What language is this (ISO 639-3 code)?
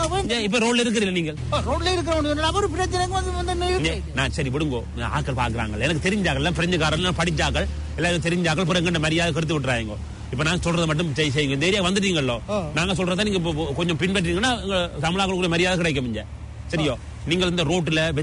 tam